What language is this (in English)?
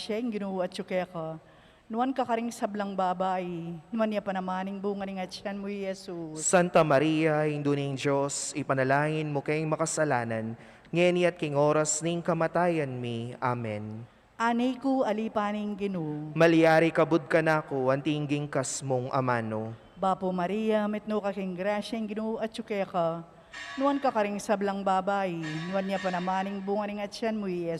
Pampanga